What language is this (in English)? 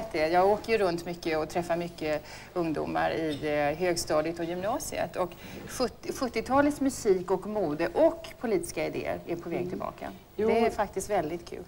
Swedish